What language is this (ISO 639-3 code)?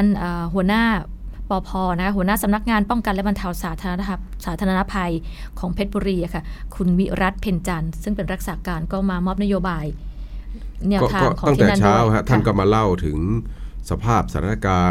tha